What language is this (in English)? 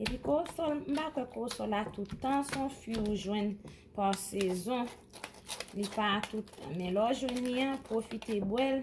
Haitian Creole